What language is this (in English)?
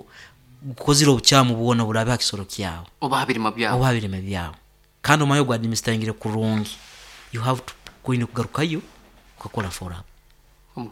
Nyankole